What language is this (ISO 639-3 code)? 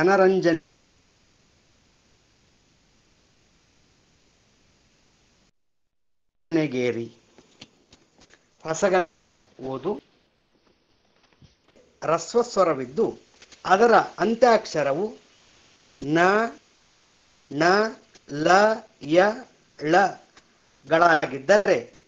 kan